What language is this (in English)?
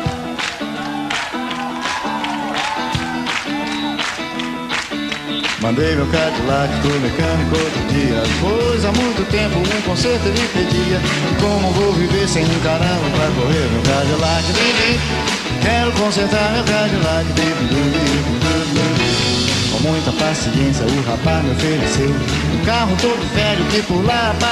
Portuguese